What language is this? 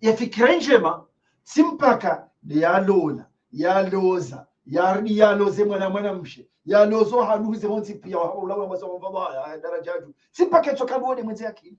Ngazidja Comorian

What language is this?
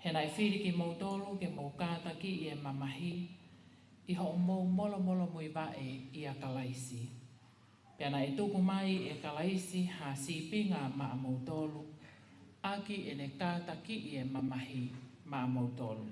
Tongan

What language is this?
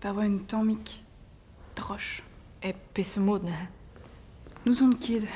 Breton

